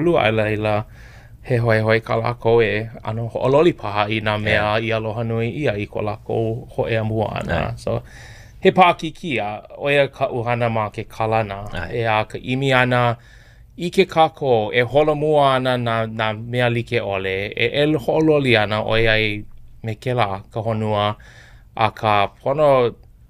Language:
Hawaiian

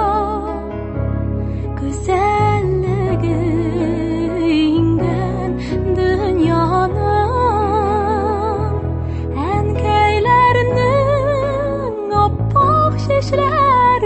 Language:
Tatar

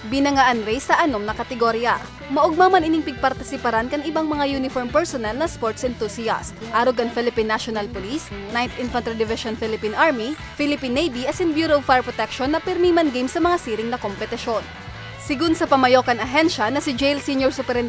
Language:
Bikol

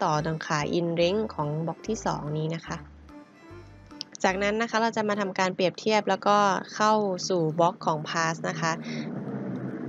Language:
Thai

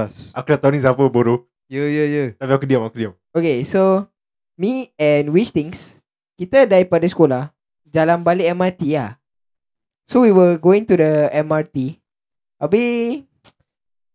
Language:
Malay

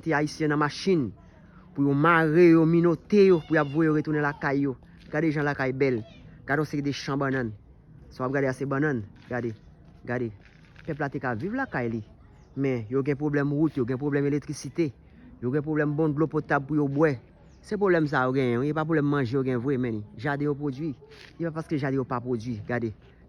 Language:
Haitian Creole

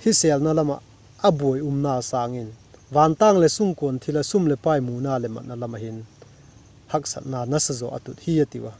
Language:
Vaiphei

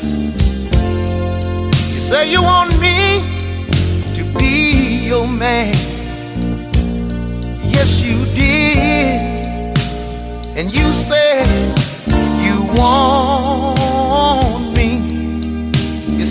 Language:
English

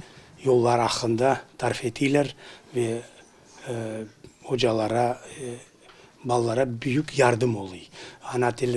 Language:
Crimean Tatar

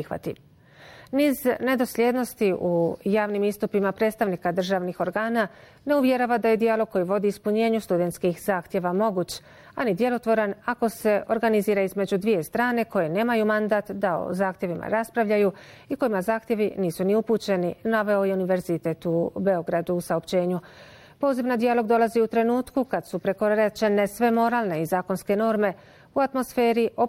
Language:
Bosnian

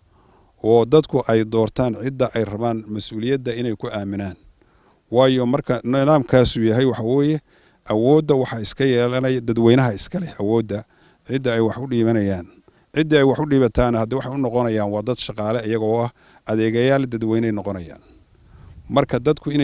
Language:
Somali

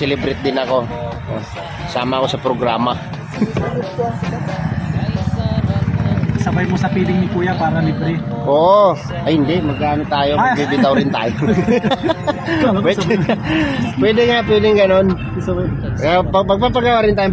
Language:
Filipino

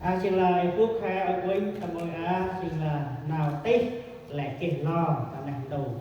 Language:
Central Mnong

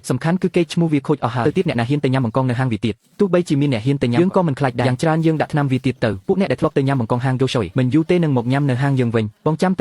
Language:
Khmer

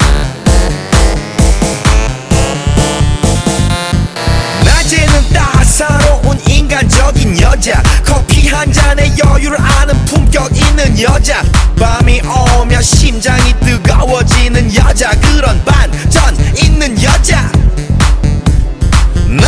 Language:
Korean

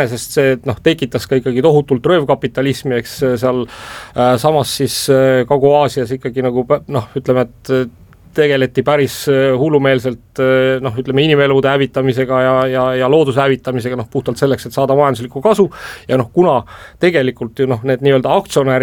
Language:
Estonian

